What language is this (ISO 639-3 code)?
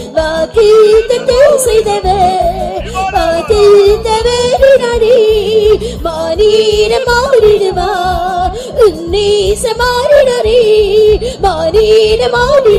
tam